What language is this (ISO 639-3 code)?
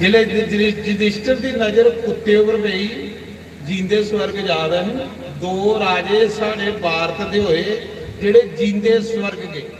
doi